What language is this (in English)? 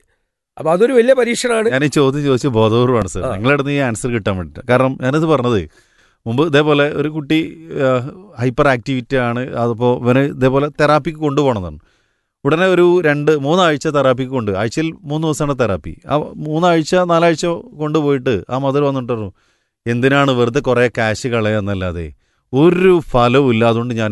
Malayalam